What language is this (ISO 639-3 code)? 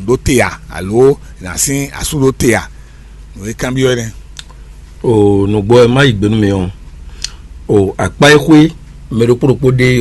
fon